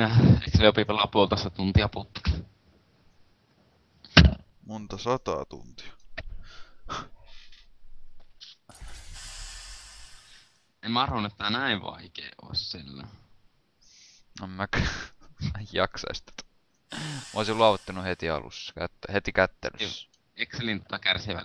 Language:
Finnish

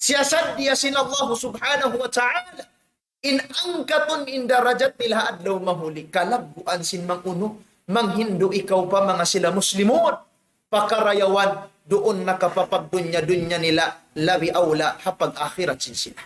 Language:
Tausug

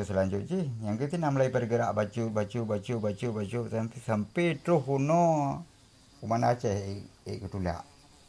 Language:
Achinese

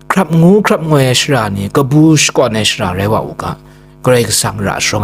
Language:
Kachin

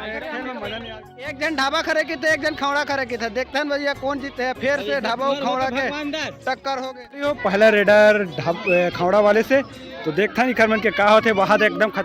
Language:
Chhattisgarhi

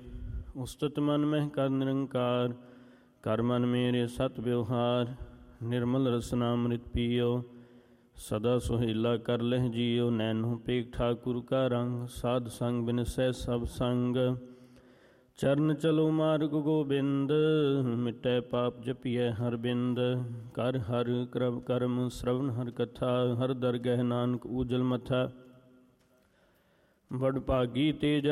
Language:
Punjabi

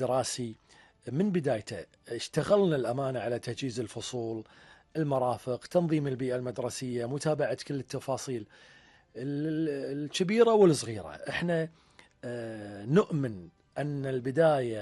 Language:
Gulf Arabic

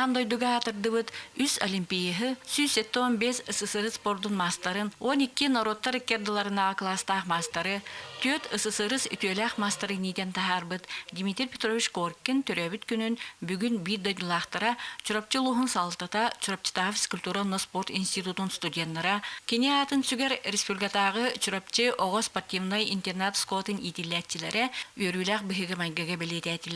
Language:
Yakut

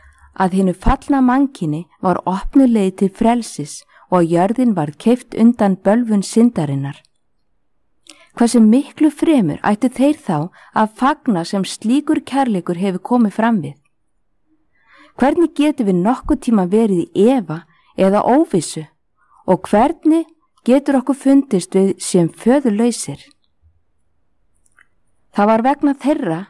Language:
Icelandic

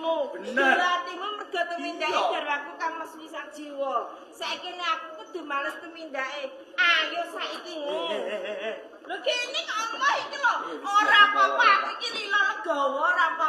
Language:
Javanese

